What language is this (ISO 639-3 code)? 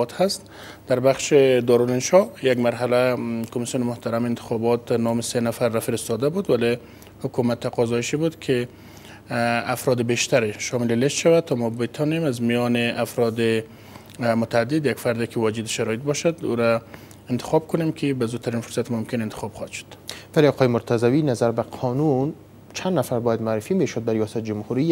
fas